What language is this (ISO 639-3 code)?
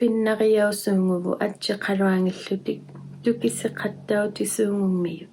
iku